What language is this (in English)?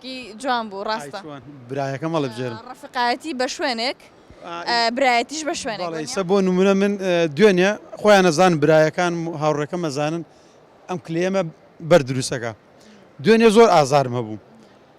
Central Kurdish